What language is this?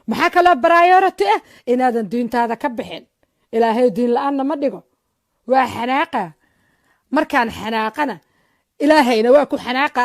Somali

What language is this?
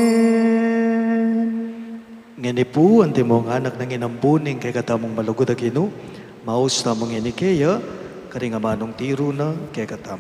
Pampanga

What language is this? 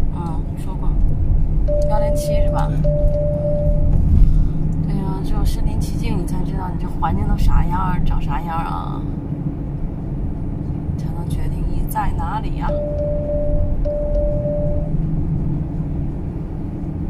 Chinese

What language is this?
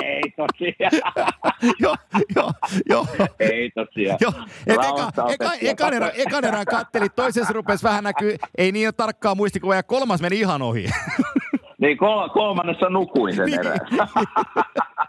Finnish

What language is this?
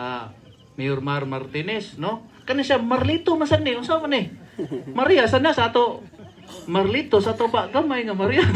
Cebuano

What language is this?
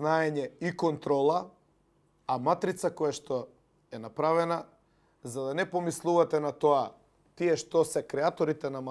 Macedonian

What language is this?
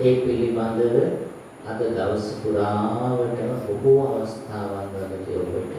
Sinhala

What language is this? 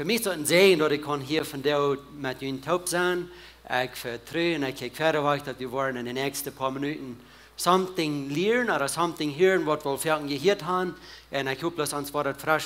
Plautdietsch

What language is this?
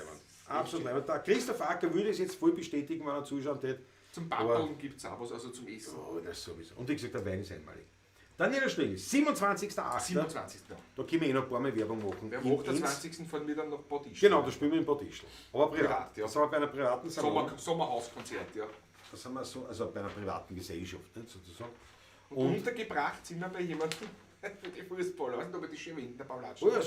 Bavarian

